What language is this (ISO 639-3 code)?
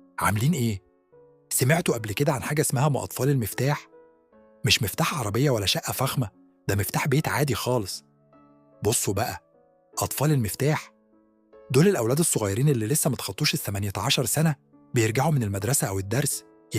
arz